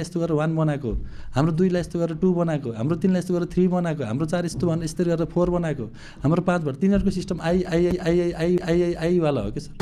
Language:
Nepali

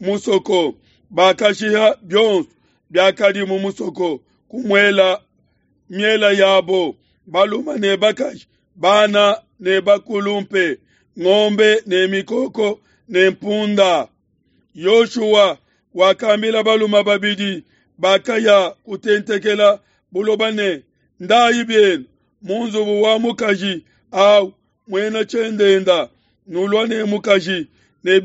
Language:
Luba-Lulua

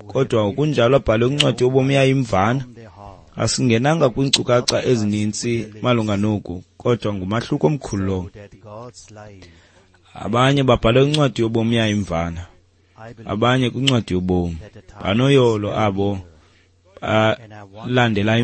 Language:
Xhosa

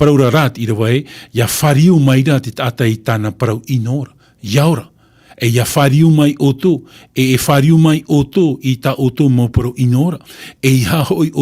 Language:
Tahitian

